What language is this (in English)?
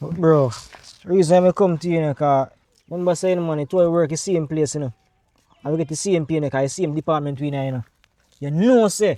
Jamaican Creole English